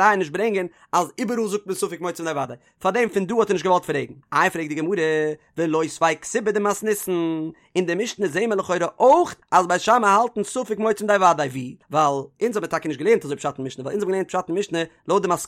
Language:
Yiddish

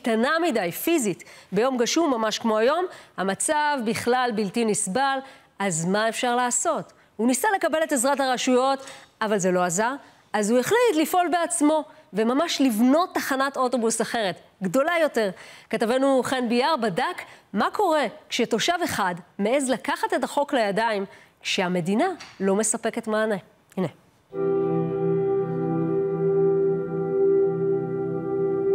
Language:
Hebrew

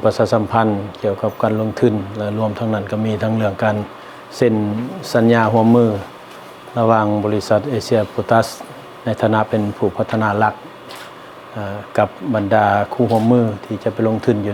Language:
Lao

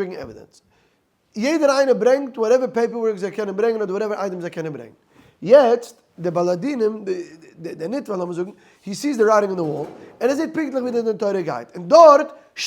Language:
Yiddish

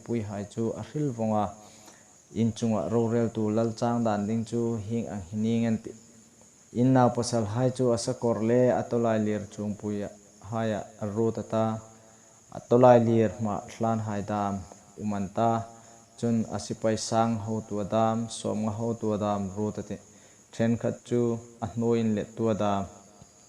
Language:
Hmar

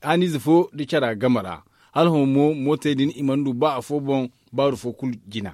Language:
Zarma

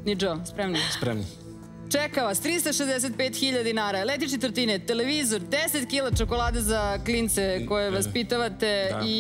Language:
Serbian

